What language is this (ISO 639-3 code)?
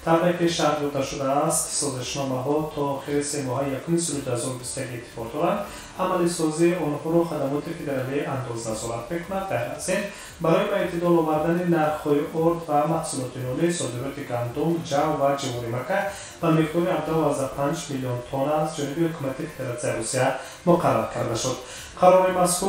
tgk